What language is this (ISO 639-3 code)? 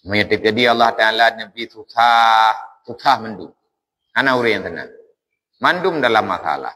ace